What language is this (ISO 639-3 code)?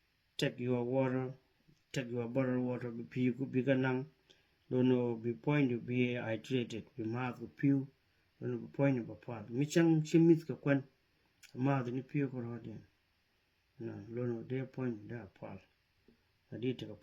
nus